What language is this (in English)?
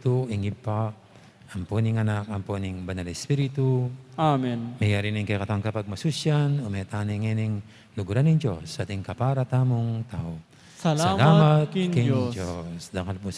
Pampanga